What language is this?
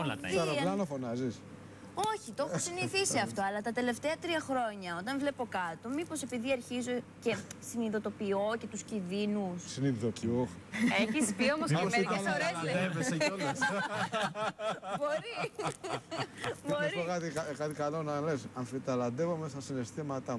Greek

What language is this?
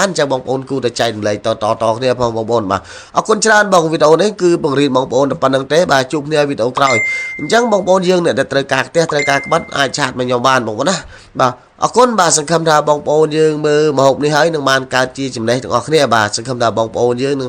Khmer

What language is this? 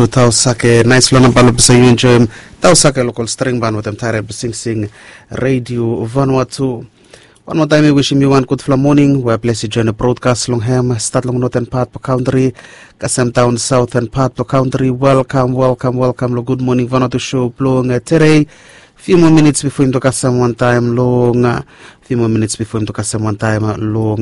Bislama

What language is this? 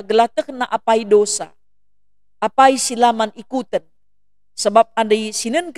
Batak Karo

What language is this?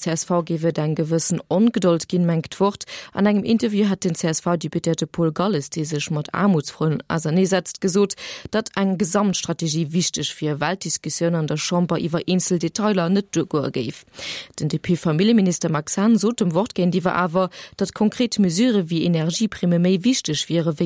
Luxembourgish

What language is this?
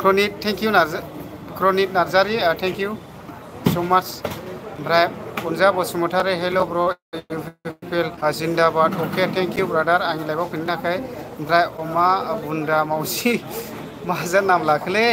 Bodo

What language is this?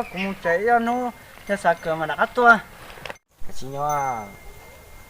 Hmong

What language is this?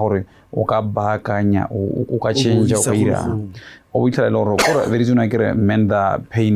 Tswana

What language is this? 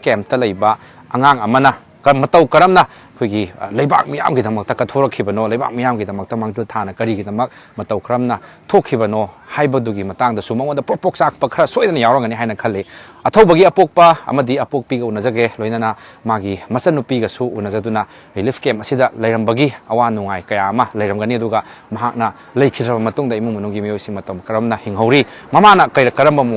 Manipuri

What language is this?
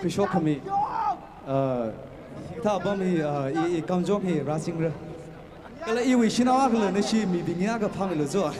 Tangkhul Naga (India)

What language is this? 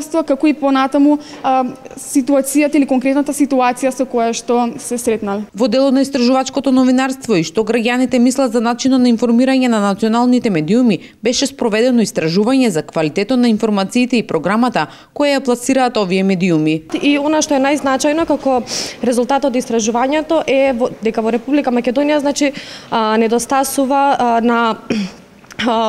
Macedonian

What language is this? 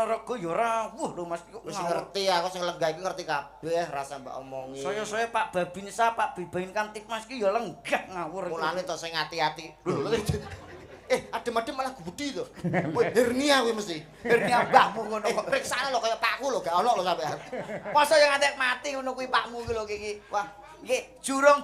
Javanese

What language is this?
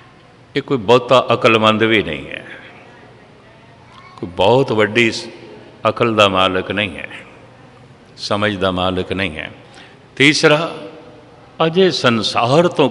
Punjabi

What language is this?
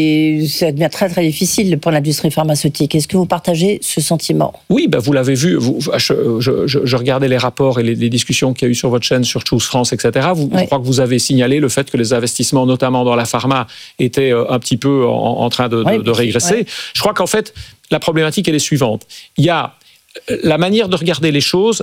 French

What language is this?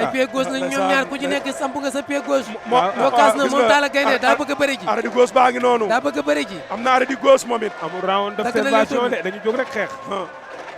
Wolof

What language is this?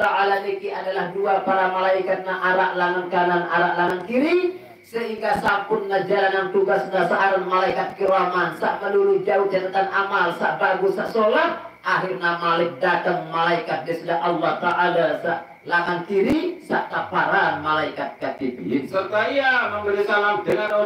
Sasak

